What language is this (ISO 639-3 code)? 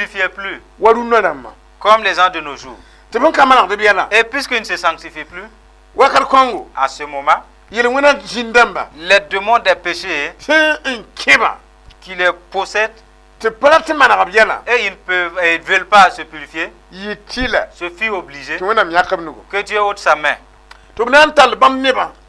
mos